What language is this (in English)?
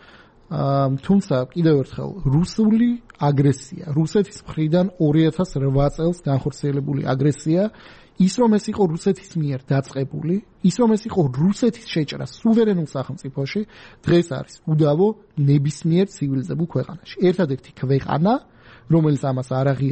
Georgian